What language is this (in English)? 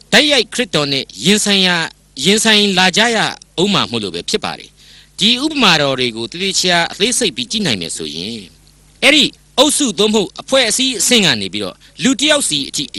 Burmese